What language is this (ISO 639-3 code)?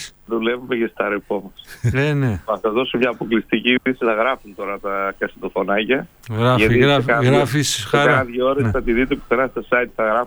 ell